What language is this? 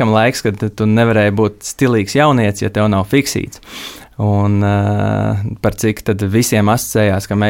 Latvian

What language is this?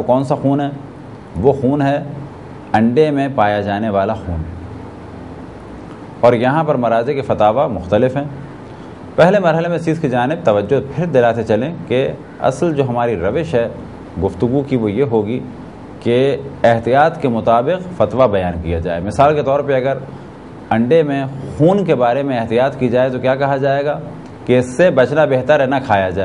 Urdu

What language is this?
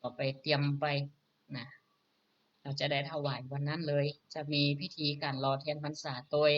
Northern Thai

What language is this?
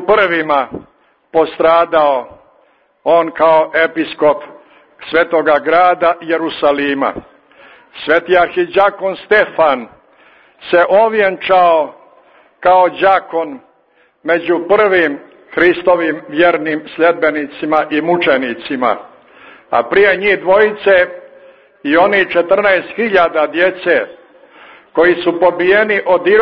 Serbian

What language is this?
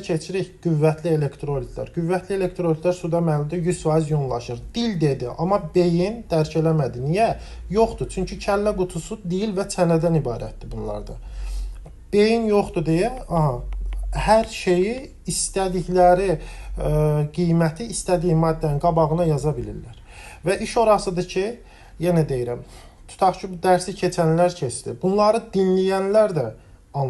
Azerbaijani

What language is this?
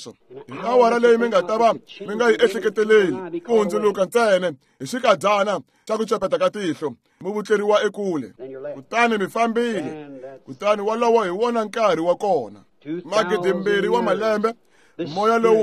Tsonga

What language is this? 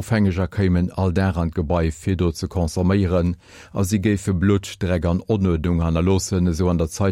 Luxembourgish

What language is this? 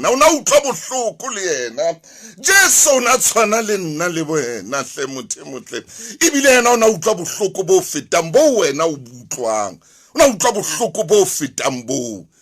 Southern Sotho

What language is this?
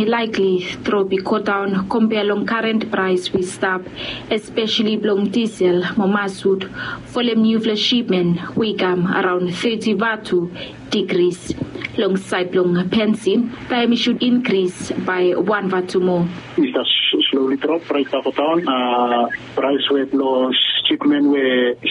Bislama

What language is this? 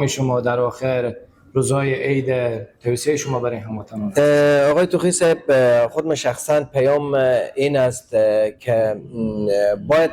Persian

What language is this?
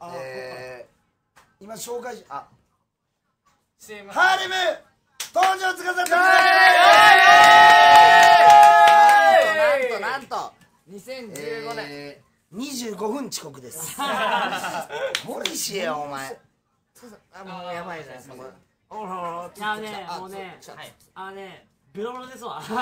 Japanese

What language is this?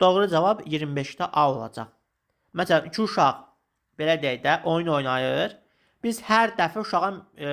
Azerbaijani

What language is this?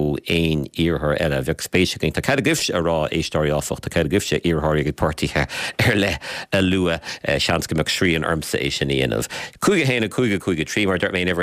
Irish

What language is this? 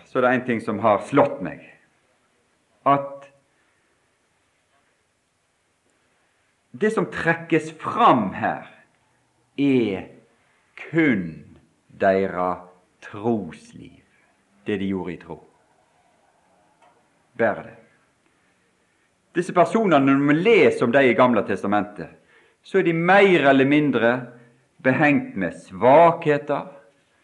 Norwegian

